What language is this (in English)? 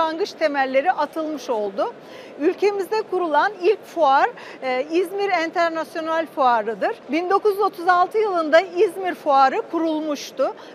Turkish